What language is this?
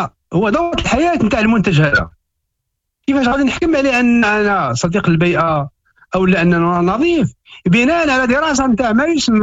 Moroccan Arabic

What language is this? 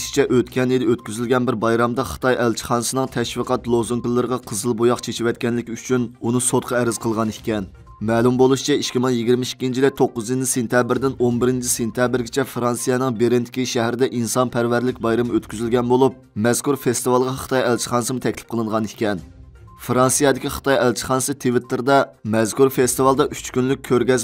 Uyghur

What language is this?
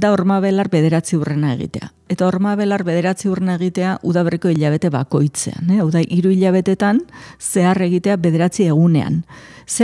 Basque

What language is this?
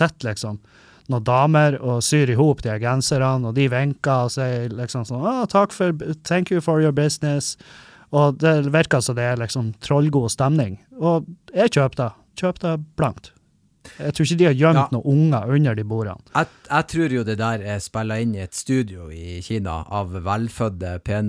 Norwegian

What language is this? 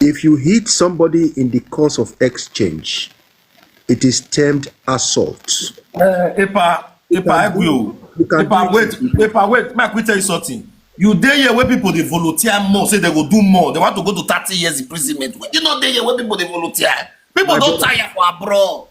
Nigerian Pidgin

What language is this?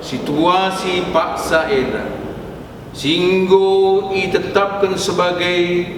Batak Karo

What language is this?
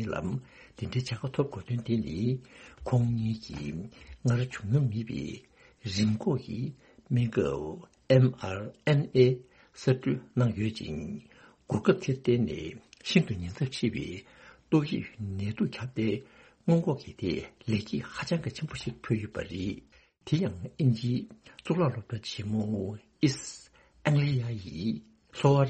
Tibetan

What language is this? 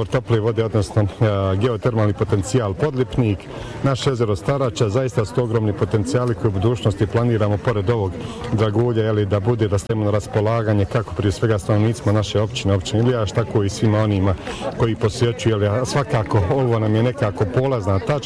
Bosnian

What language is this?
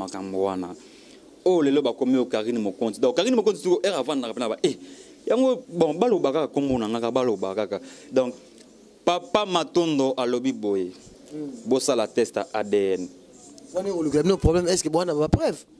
Lingala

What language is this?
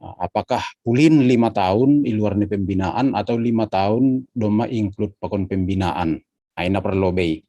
Batak Simalungun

